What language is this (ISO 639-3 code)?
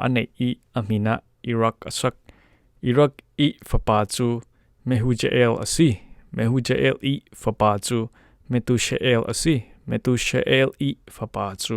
cfm